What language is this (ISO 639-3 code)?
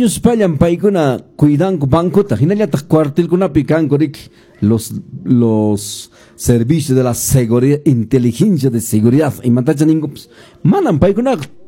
que